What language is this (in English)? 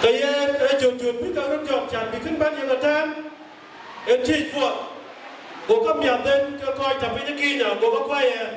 Dinka